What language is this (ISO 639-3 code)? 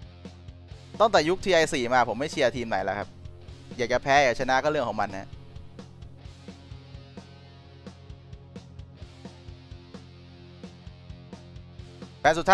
tha